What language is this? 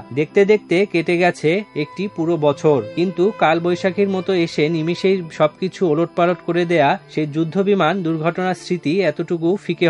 Bangla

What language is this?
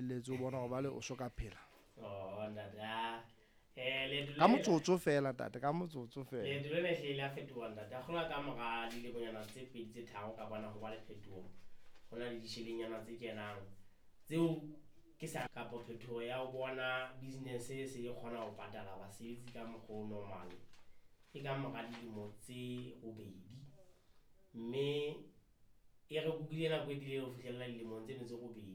Southern Sotho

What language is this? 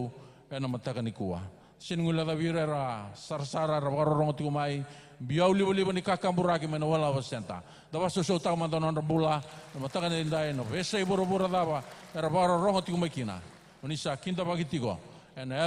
Fijian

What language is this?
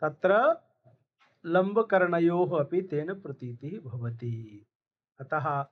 Sanskrit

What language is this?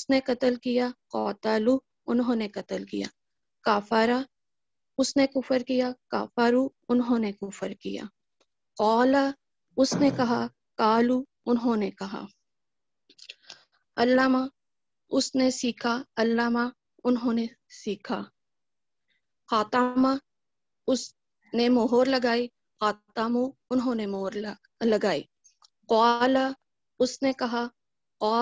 Urdu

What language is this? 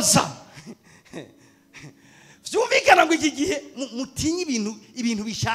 Rundi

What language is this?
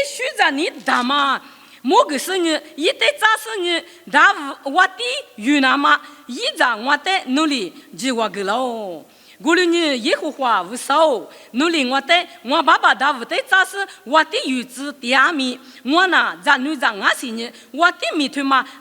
Lisu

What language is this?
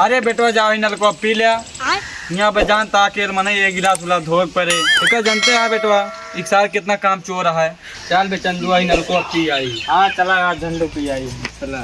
Awadhi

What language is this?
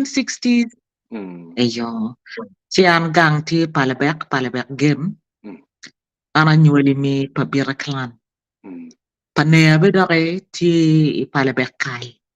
Acoli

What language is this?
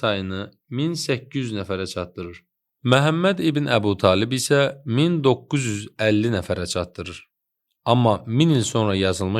Azerbaijani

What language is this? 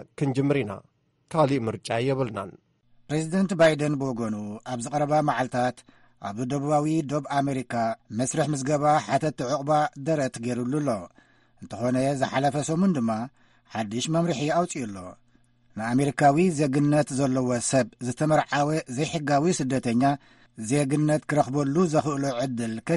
Tigrinya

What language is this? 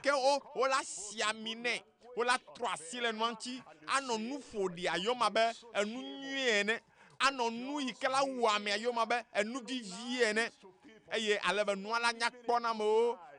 Ewe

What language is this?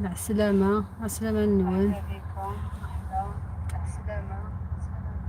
Algerian Arabic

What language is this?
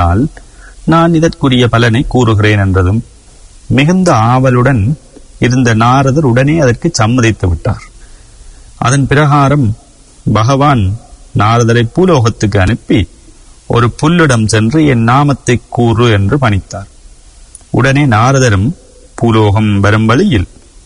Tamil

